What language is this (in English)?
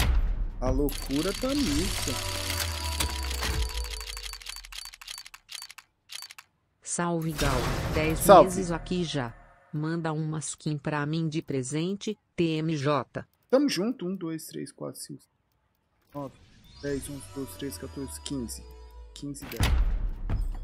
Portuguese